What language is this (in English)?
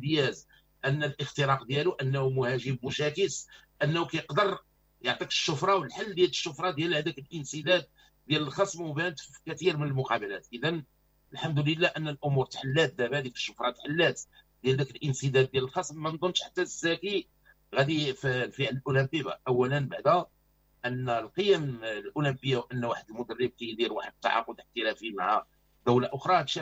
Moroccan Arabic